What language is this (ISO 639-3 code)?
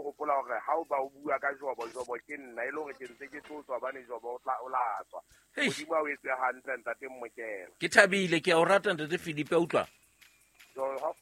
sot